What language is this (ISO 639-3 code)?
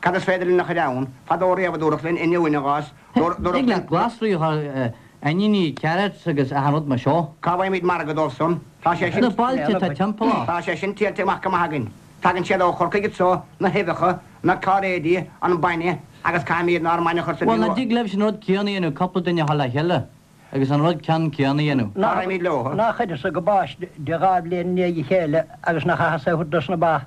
gle